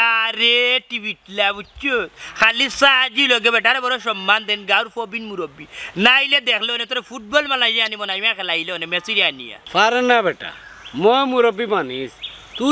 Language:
Sylheti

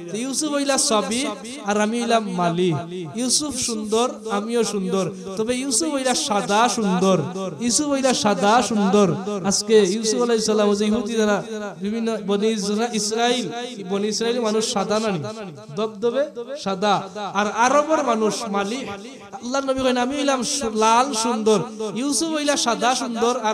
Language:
Sylheti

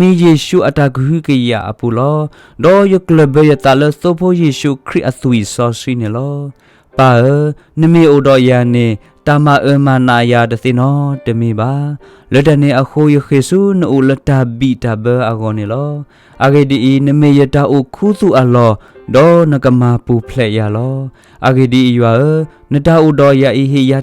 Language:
S'gaw Karen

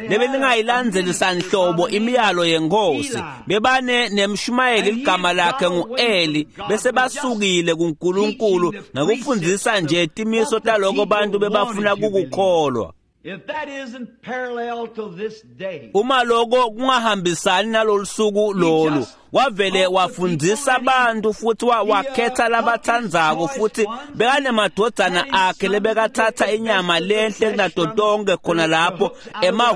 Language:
Swati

